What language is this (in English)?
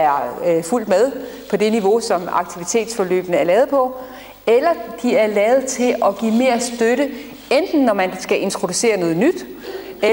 Danish